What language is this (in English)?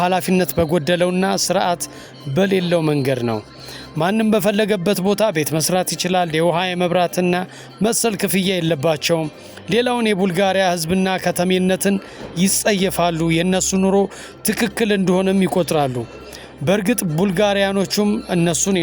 Amharic